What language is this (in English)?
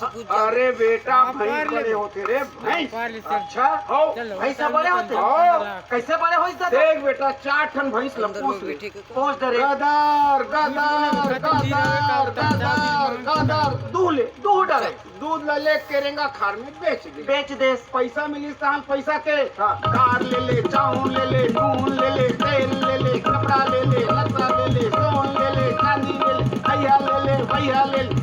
Chhattisgarhi